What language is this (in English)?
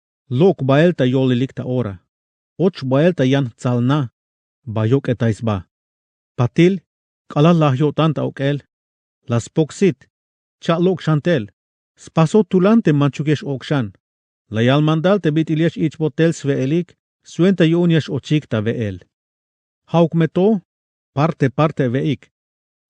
Tzeltal